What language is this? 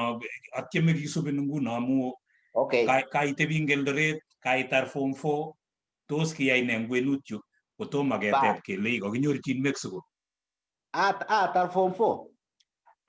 Kalenjin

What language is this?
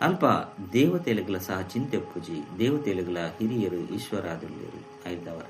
Tulu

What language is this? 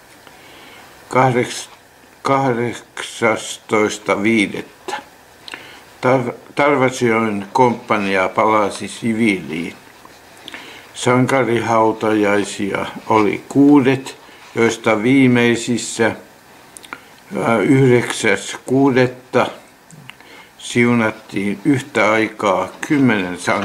Finnish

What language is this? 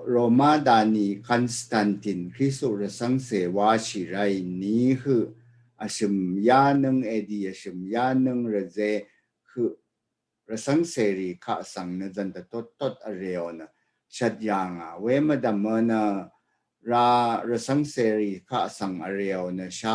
Rawang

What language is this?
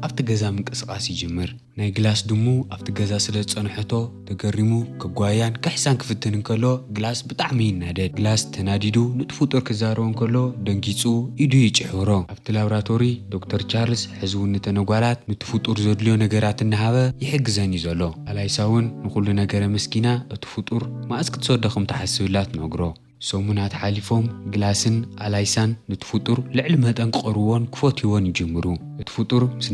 Tigrinya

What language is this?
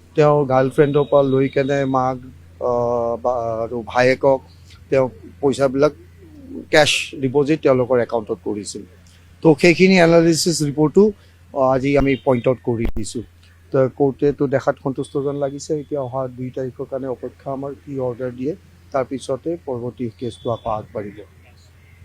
Assamese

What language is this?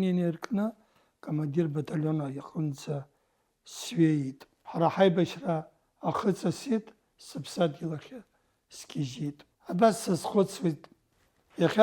Abkhazian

